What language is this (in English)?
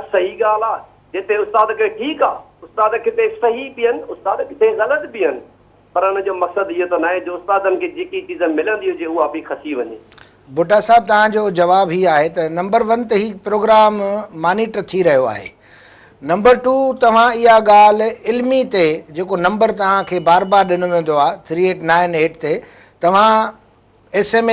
Sindhi